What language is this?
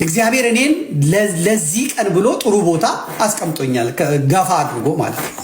Amharic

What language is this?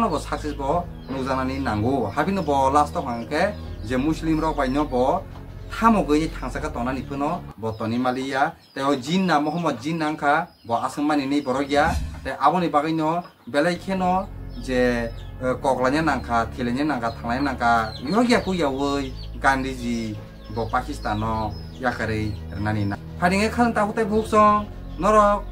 Kok Borok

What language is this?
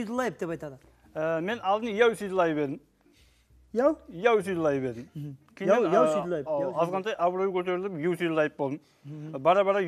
Kara-Kalpak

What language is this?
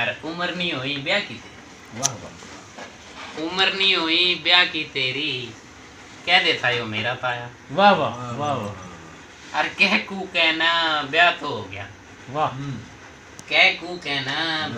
Haryanvi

